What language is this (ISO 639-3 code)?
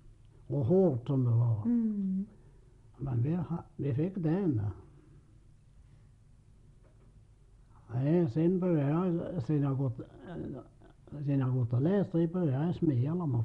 swe